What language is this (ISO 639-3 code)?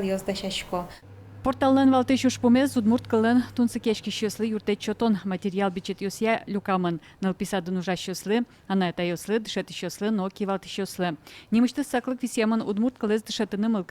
udm